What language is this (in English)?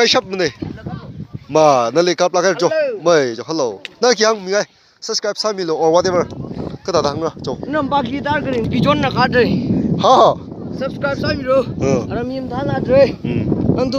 Tangkhul Naga (India)